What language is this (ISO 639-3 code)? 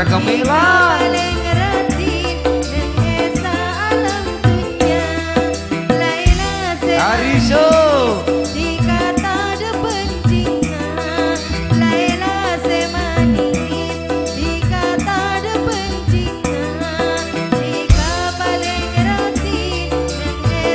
mad